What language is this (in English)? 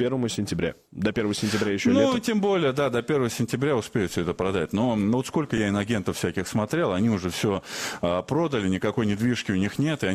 Russian